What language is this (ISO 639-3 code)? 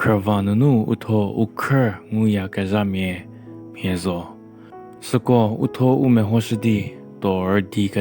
njm